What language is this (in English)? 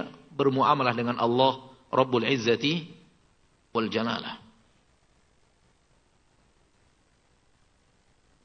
Indonesian